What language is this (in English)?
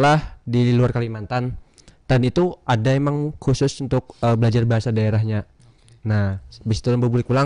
Banjar